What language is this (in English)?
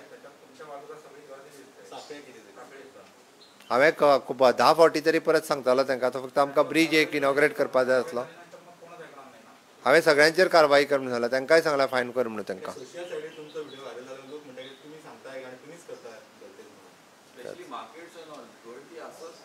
Konkani